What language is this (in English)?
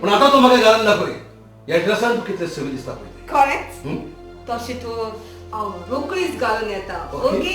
Konkani